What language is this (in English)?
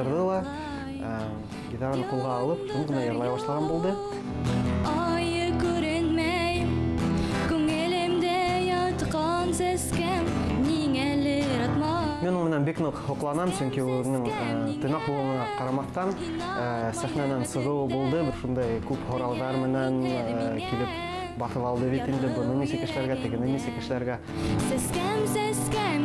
Bashkir